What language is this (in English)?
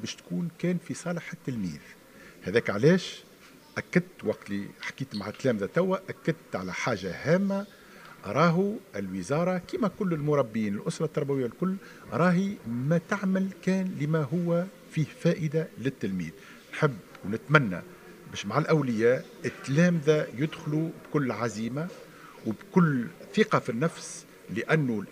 Tunisian Arabic